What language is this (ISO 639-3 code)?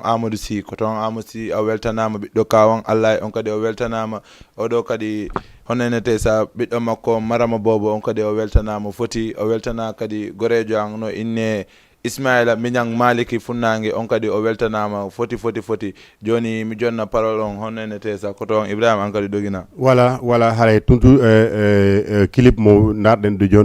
ful